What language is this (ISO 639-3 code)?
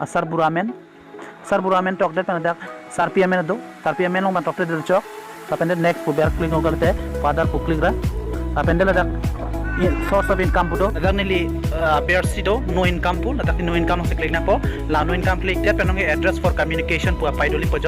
mjw